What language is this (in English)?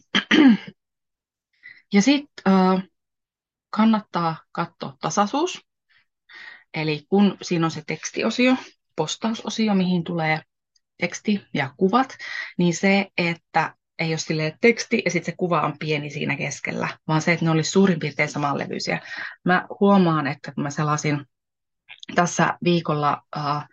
Finnish